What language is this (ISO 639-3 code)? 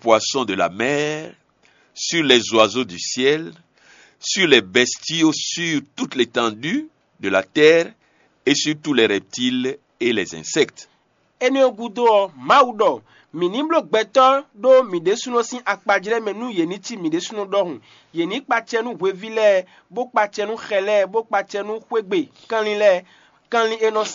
fon